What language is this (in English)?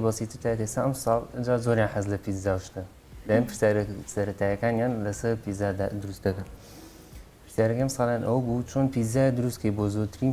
Central Kurdish